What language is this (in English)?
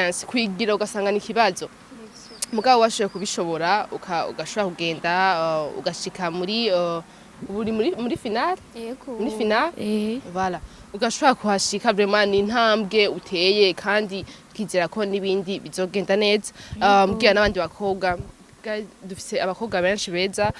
Rundi